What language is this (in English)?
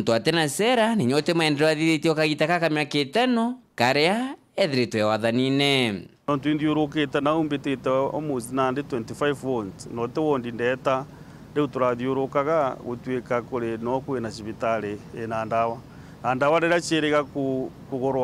Meru